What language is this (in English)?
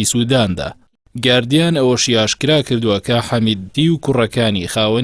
Central Kurdish